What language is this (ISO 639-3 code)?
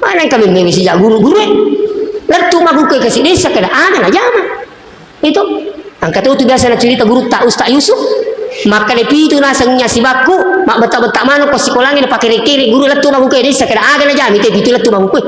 bug